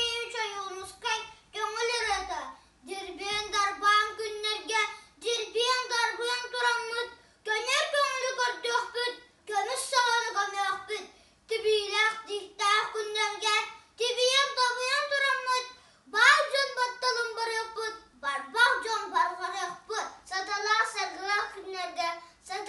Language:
Yakut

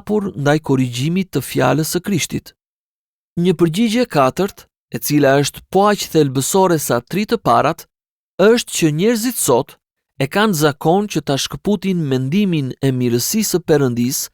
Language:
Albanian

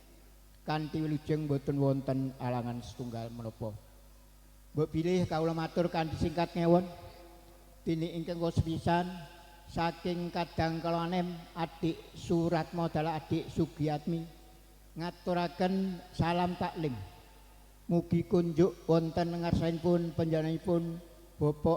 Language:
Javanese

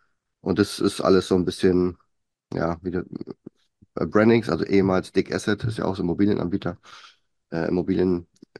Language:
German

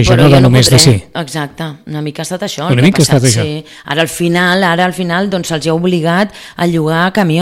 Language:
Catalan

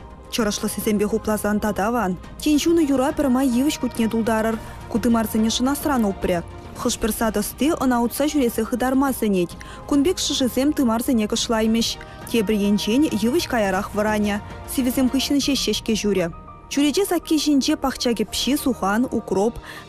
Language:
Chuvash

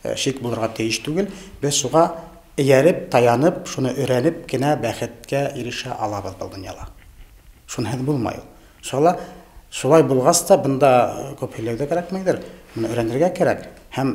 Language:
Bashkir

